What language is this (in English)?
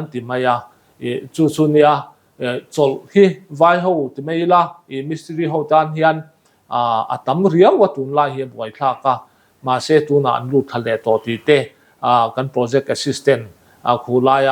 Mizo